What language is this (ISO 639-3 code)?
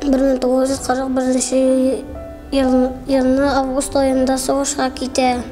tat